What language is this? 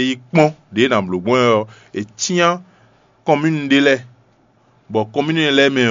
Fon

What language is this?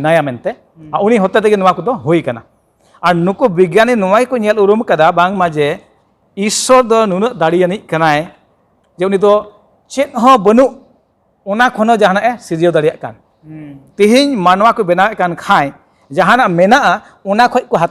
Santali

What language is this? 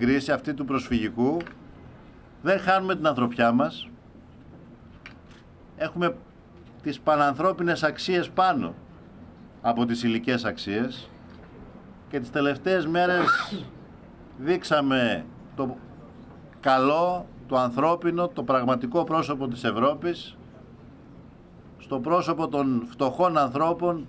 Greek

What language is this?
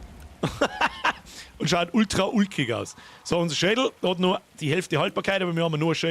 Bavarian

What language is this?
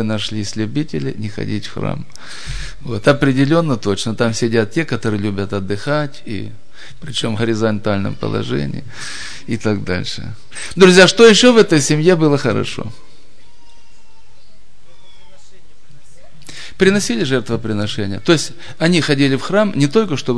Russian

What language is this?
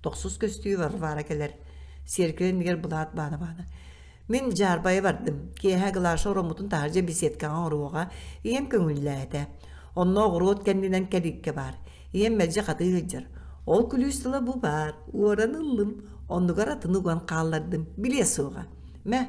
Yakut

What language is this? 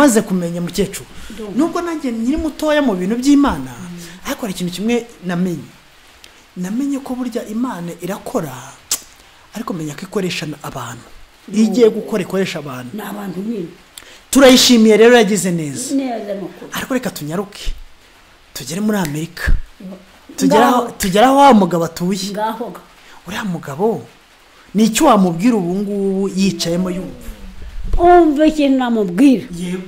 Kinyarwanda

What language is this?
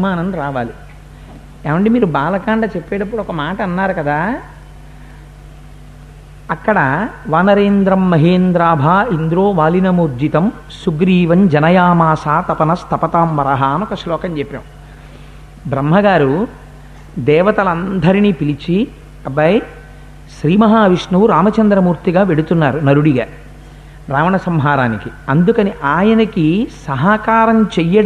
Telugu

